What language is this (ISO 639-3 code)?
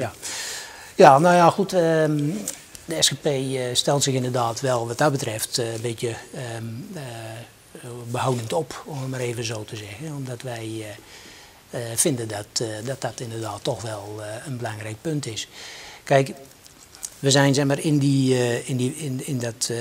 nld